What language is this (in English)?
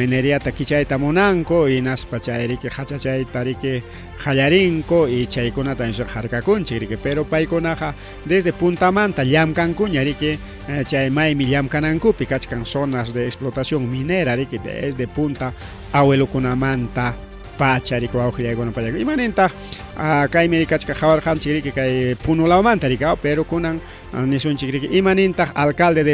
Ayacucho Quechua